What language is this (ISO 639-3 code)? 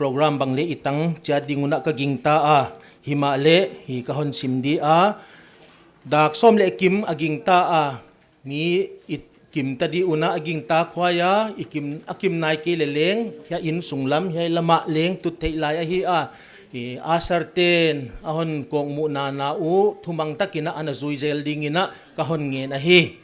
pck